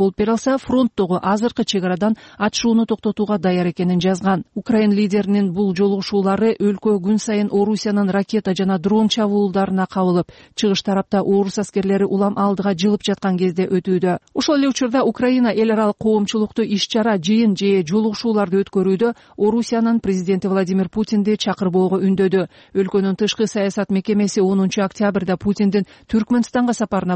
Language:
Kyrgyz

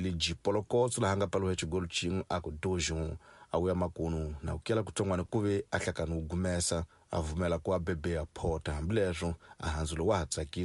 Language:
Tsonga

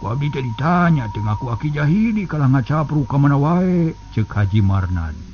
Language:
Sundanese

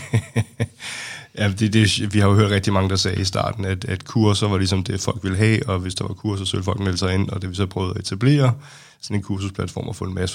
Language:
Danish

